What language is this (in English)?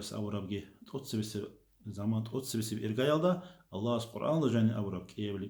Avaric